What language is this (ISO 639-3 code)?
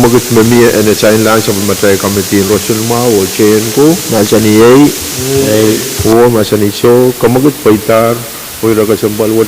pon